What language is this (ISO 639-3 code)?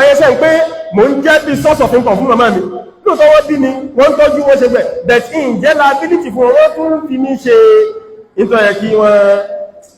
yor